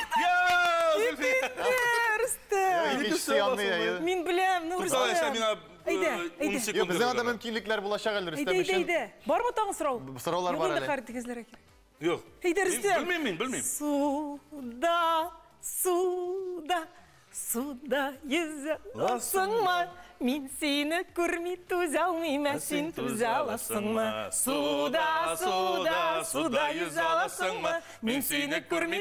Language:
Tatar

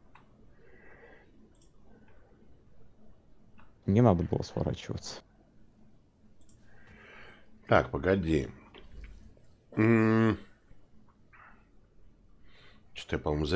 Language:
Russian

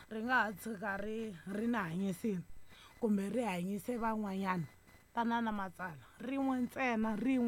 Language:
Tsonga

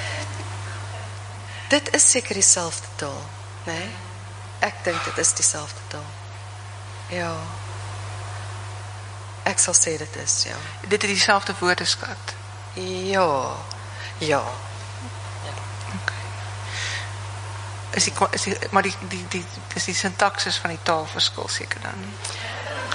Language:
Afrikaans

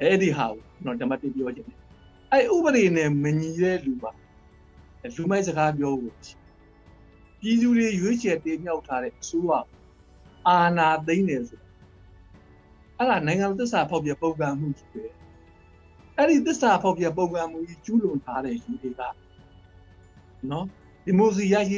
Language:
Burmese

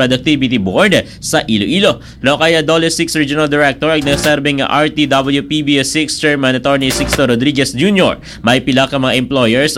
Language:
Aklanon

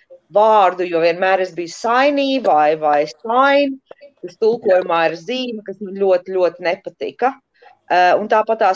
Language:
Latvian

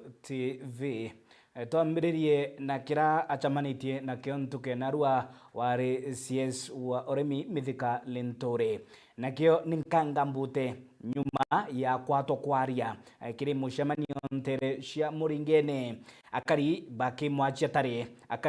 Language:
Meru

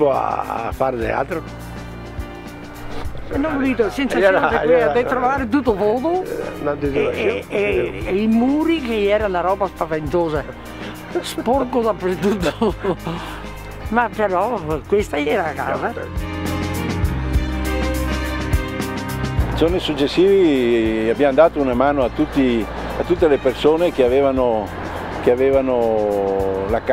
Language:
Italian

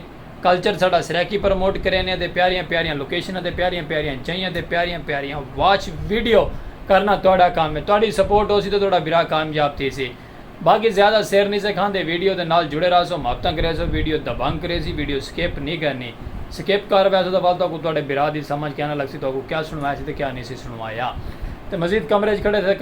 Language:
Saraiki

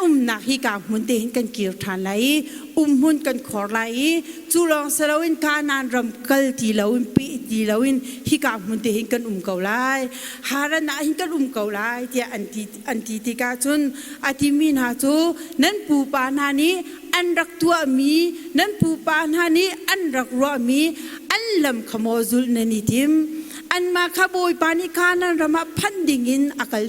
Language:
Hakha Chin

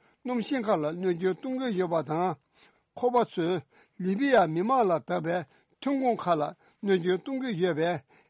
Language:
Tibetan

